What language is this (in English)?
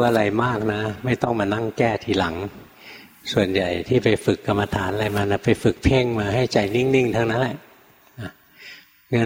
Thai